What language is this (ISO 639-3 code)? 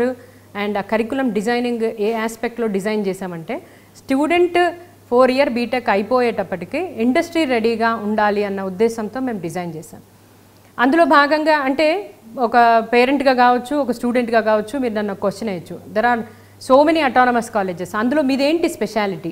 tel